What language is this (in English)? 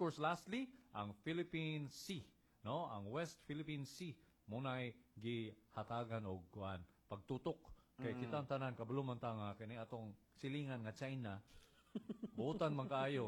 Cebuano